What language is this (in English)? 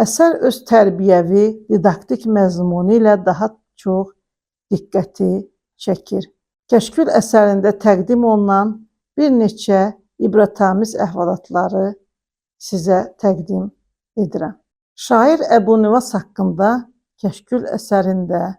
Azerbaijani